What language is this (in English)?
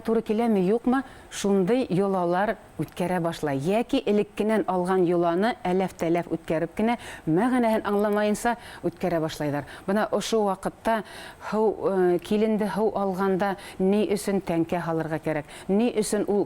Bashkir